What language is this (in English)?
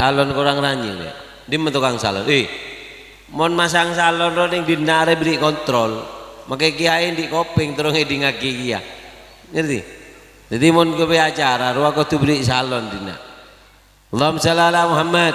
Madurese